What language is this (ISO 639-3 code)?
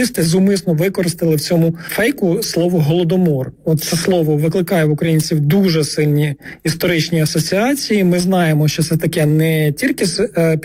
ukr